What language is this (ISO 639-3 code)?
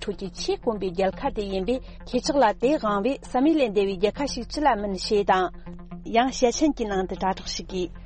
bod